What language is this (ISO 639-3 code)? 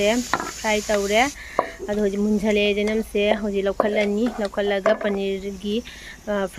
mni